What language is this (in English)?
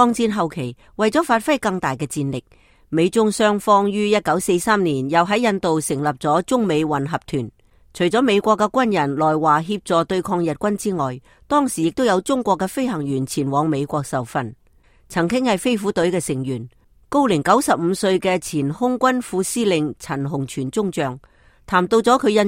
Cantonese